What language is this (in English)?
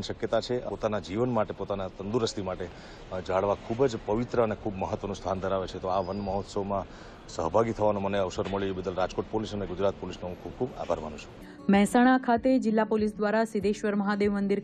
Gujarati